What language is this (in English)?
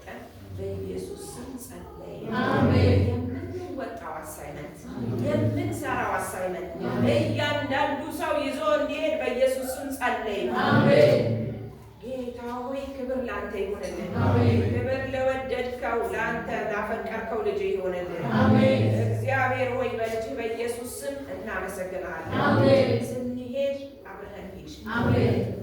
Amharic